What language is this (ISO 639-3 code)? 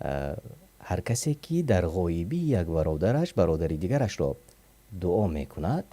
tgk